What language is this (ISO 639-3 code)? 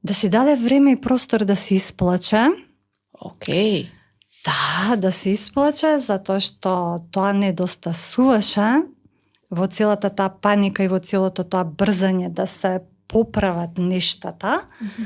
mkd